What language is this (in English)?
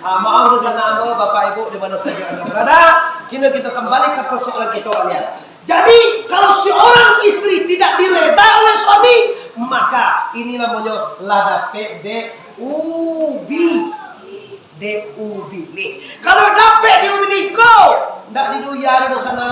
Minangkabau